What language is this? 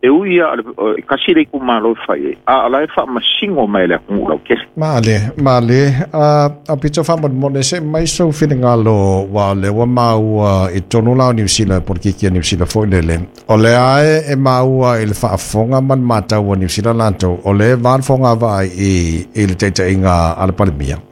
Samoan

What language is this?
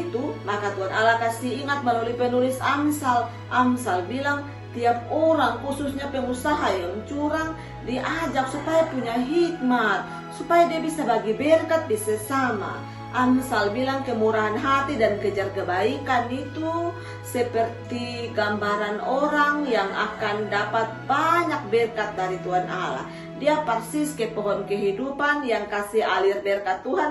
Kupang Malay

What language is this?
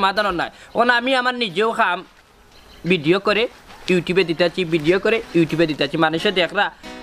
Sylheti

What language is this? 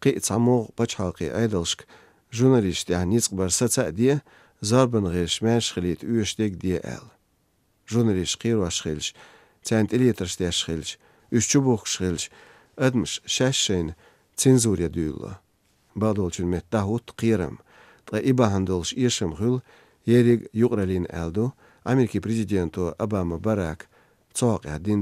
Chechen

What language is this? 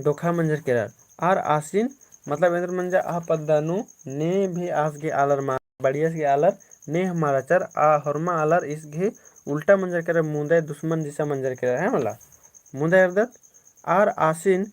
Kurukh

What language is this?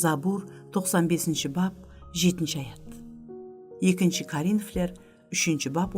Kara-Kalpak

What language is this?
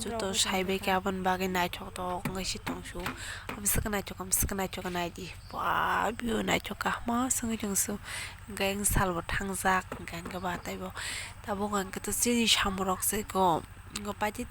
Kok Borok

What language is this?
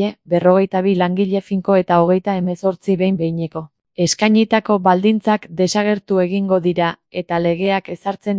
Basque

